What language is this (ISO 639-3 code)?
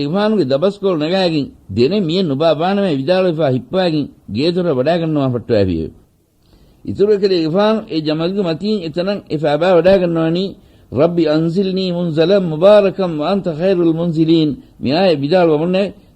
div